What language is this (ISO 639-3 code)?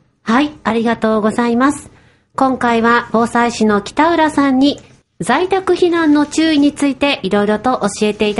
jpn